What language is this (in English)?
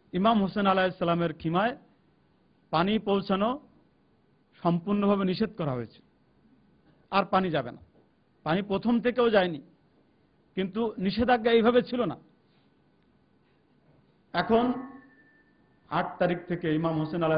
Bangla